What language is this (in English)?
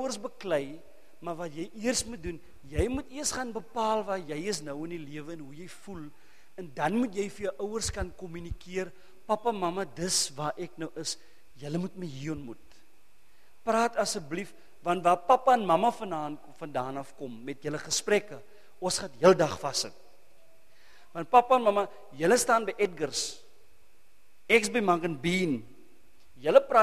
Afrikaans